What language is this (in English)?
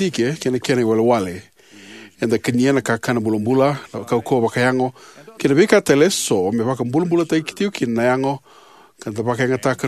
Fijian